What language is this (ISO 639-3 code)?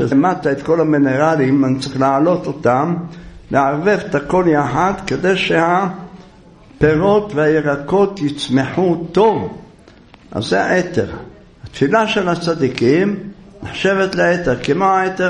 heb